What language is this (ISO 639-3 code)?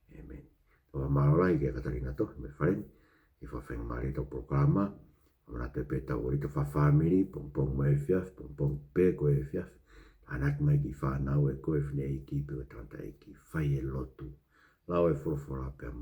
ton